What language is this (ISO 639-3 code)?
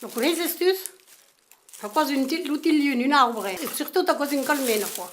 oci